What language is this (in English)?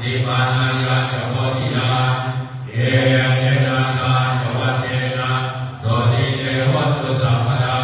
Pali